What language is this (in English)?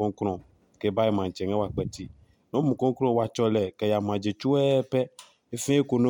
Adangme